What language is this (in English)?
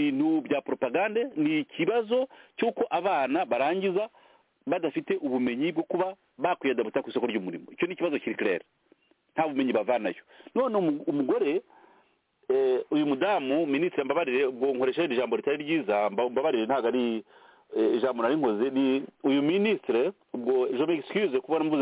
Kinyarwanda